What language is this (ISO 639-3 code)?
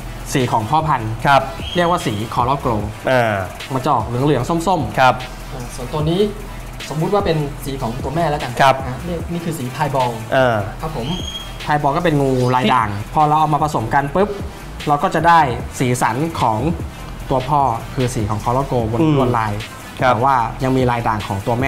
tha